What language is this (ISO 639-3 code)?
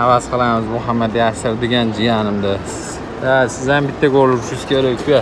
uzb